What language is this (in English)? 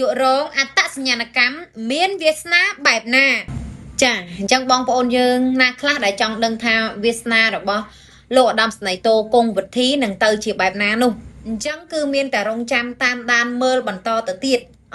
Khmer